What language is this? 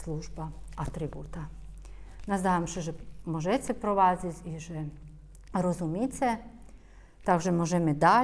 Rusyn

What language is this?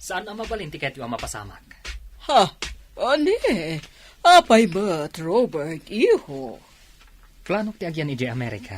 Iloko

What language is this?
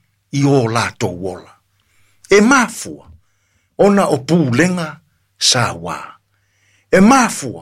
Samoan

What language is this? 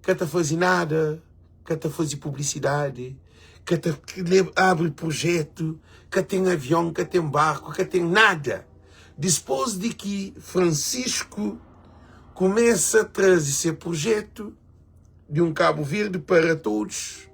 Kabuverdianu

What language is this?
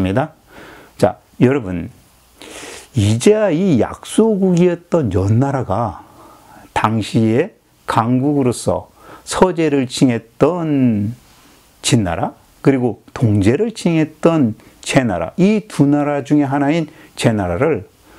Korean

